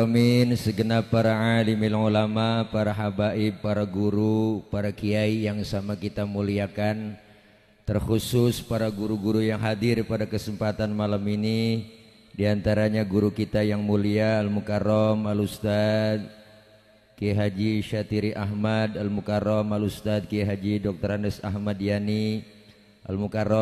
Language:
Betawi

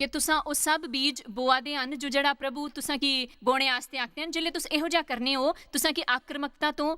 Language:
Dogri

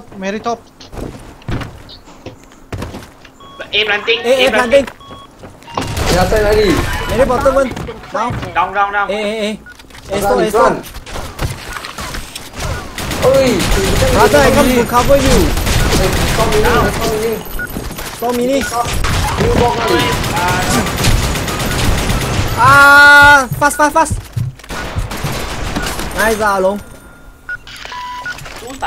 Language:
Chinese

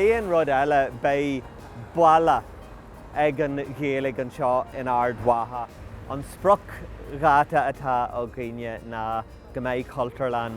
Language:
Irish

